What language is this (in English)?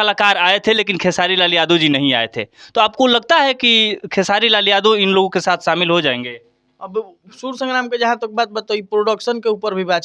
Bhojpuri